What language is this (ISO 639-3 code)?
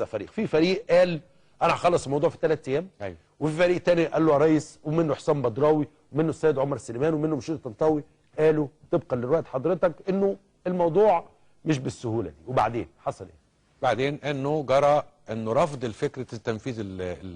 arz